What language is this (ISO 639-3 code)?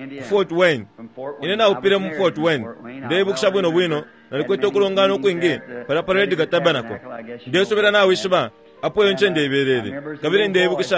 bem